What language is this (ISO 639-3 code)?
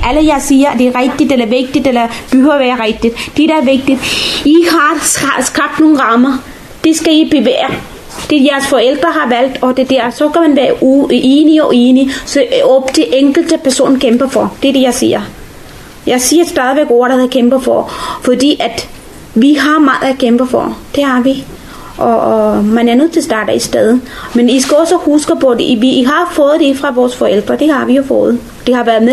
dan